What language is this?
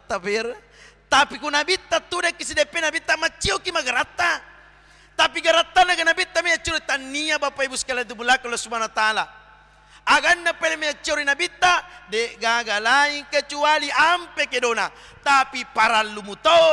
Buginese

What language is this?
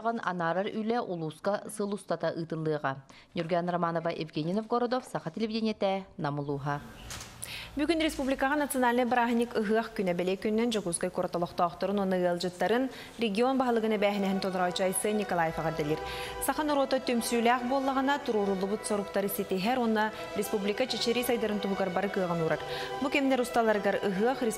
Yakut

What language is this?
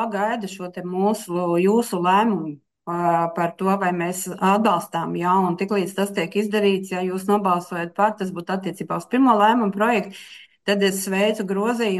Latvian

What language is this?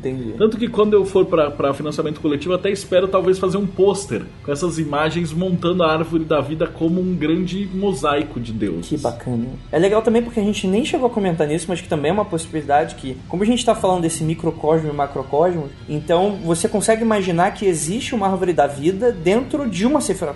Portuguese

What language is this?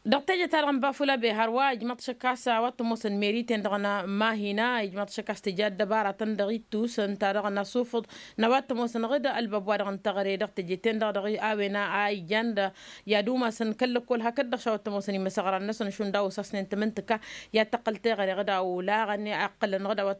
Tamasheq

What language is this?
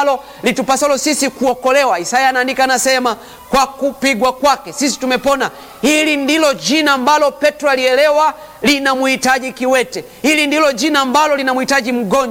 Swahili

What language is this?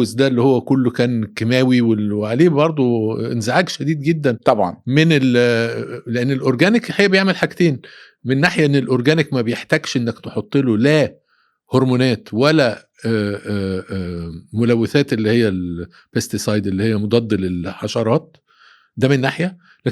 Egyptian Arabic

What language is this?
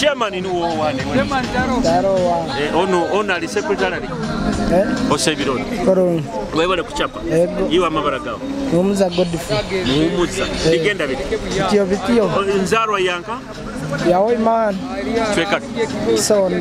Nyoro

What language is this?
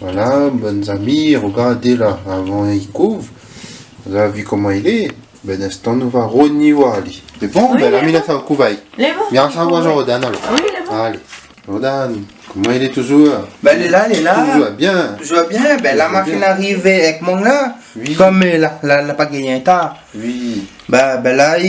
Réunion Creole French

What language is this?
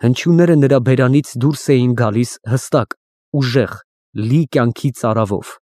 Armenian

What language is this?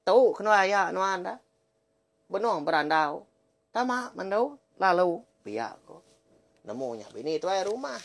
Iban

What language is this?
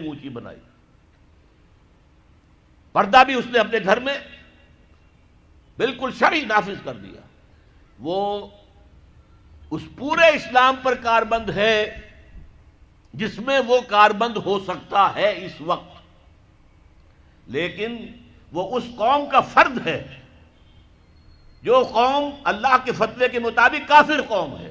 Urdu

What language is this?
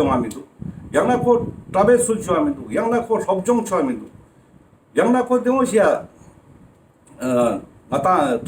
Ladakhi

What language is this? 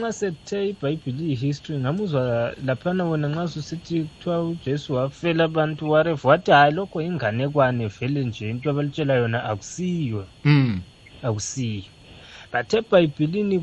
South Ndebele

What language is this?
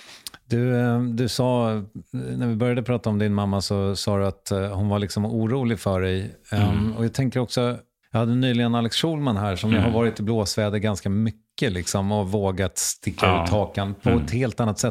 Swedish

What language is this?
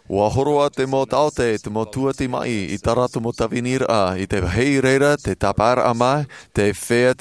Tahitian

